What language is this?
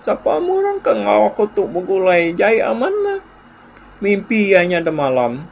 Iban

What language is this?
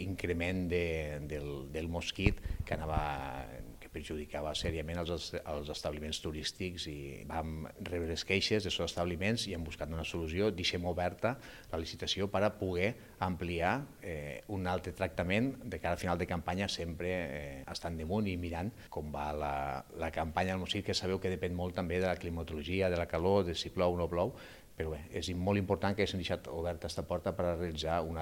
Catalan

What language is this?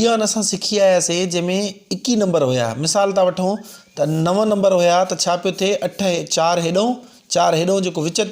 Sindhi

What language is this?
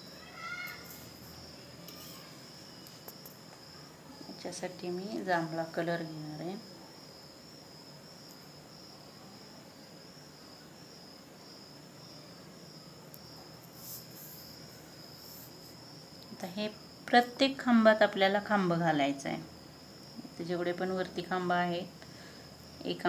Marathi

